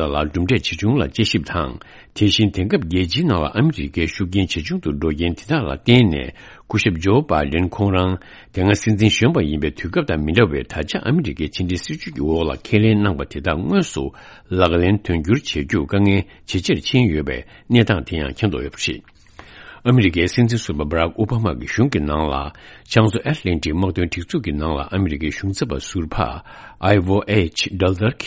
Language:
Tibetan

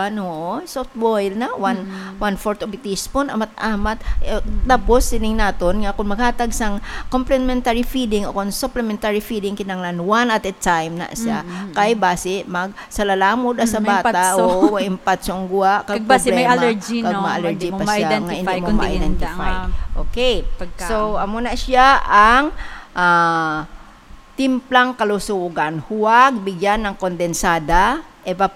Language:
Hiligaynon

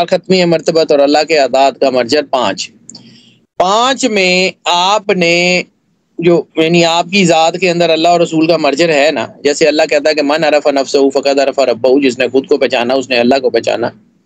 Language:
Urdu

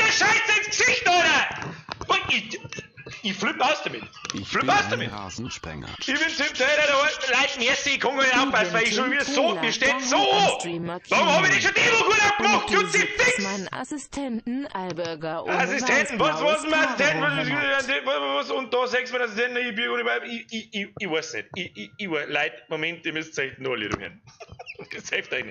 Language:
Bavarian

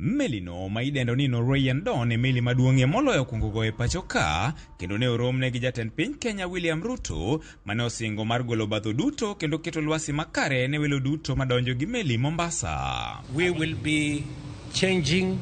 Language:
Luo (Kenya and Tanzania)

